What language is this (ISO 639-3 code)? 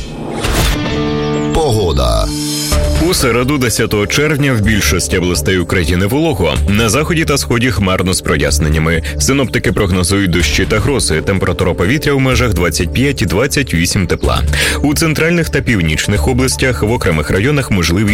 ukr